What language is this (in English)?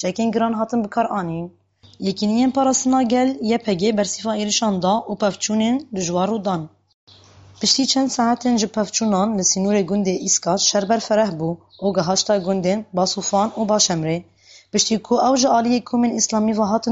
Kurdish